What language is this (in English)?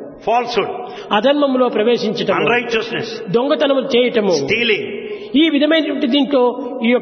Telugu